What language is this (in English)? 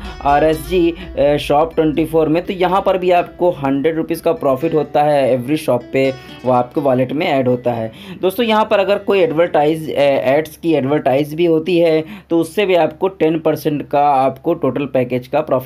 Hindi